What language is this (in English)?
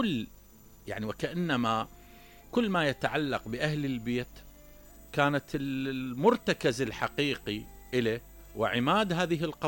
Mesopotamian Arabic